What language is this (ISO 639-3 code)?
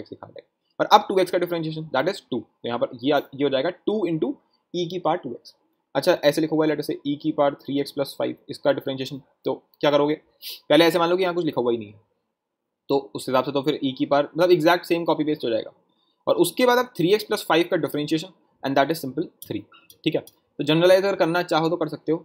hin